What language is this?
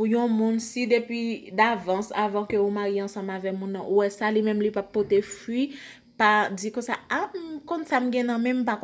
Haitian Creole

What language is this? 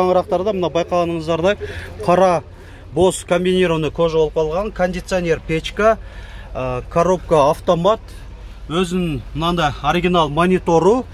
Kyrgyz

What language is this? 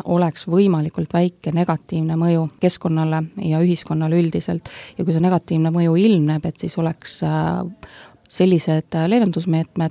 Estonian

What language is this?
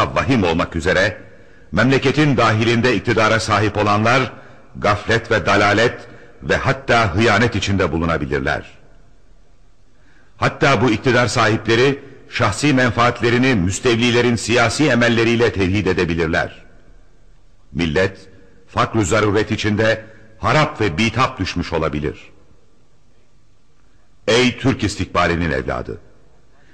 Turkish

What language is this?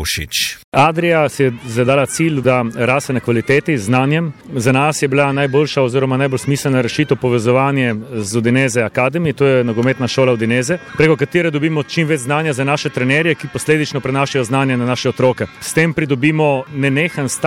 Slovenian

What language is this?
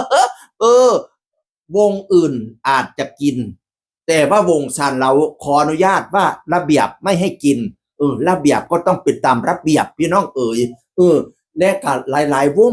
Northeastern Thai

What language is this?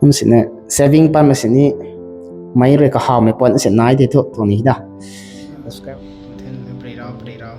Rongmei Naga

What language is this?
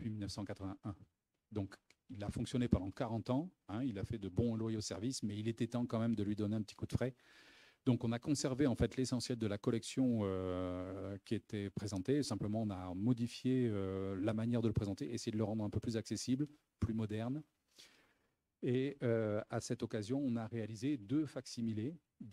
French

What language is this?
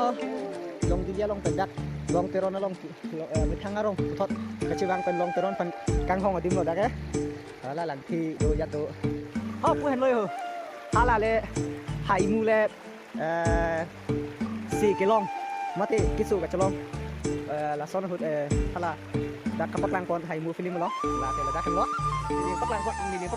Karbi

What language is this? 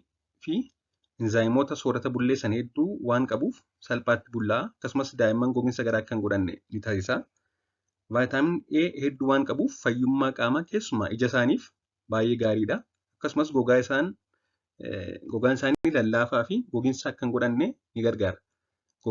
Oromo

